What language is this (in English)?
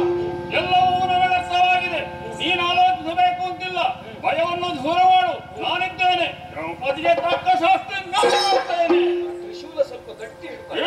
Kannada